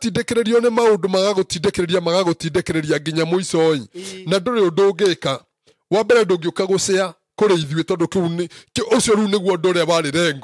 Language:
Kikuyu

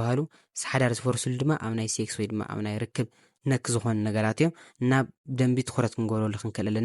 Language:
Tigrinya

